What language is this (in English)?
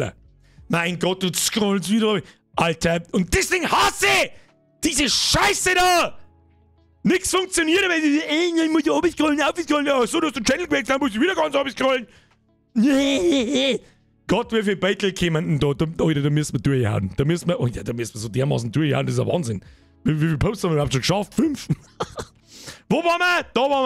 Bavarian